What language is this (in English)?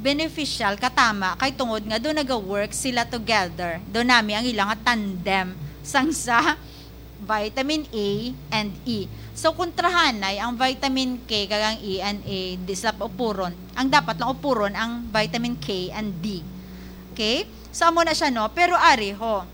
Hiligaynon